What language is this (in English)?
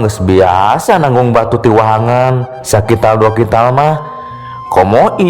Sundanese